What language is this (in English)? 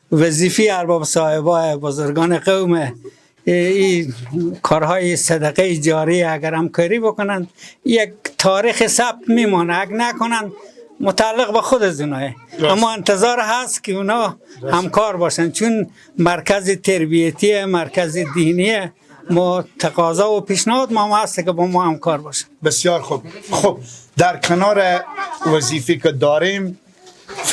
Persian